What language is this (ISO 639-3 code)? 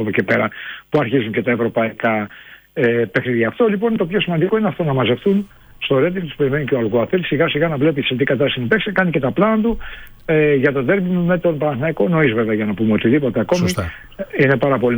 ell